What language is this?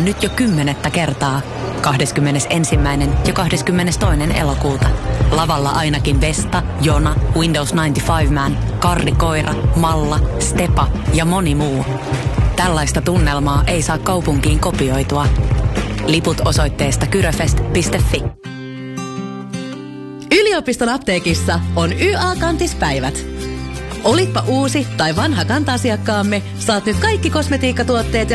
Finnish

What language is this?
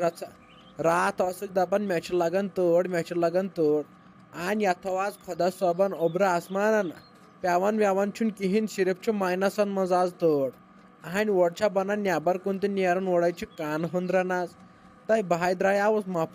Kashmiri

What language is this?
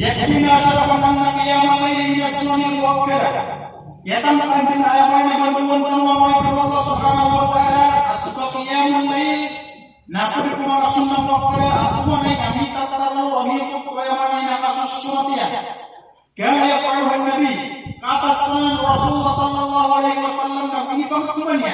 Maranao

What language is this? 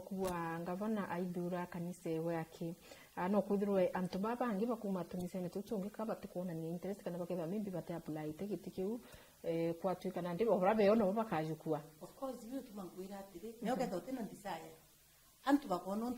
Meru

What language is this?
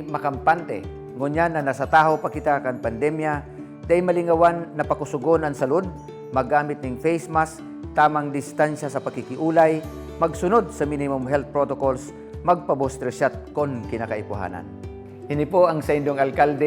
Bikol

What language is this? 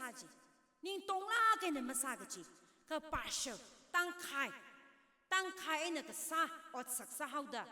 Tangkhul Naga (India)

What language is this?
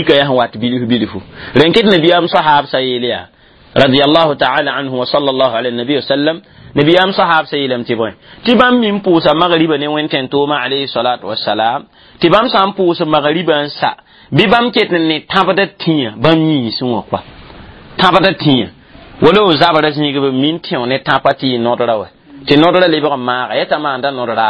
Mossi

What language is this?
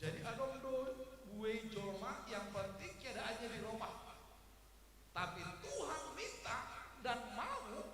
Batak Simalungun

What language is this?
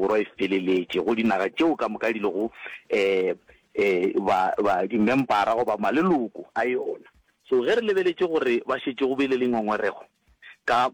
Northern Sotho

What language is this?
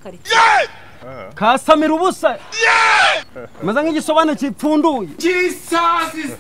Kinyarwanda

